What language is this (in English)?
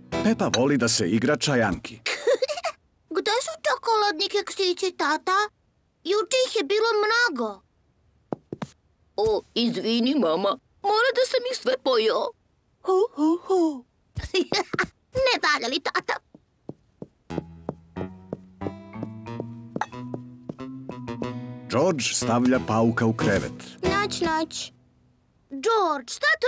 Serbian